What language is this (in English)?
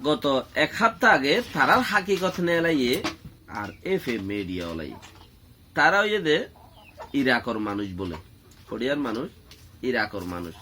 Rohingya